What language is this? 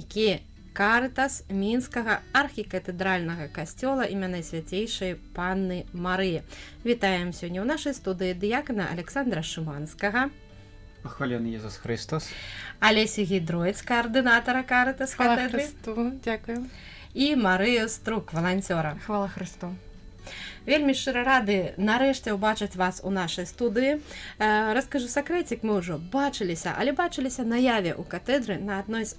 Belarusian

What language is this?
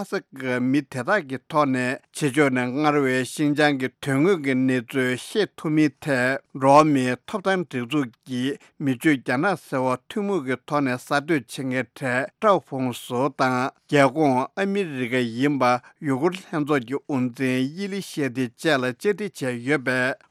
Tibetan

